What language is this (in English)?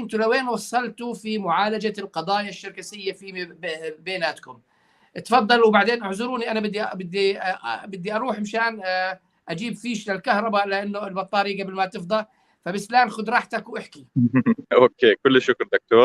North Levantine Arabic